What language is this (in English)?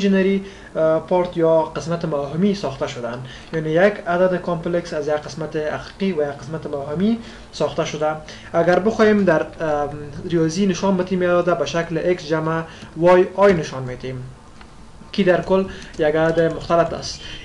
Persian